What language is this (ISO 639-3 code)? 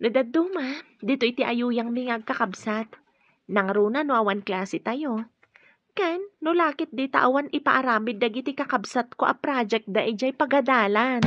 ilo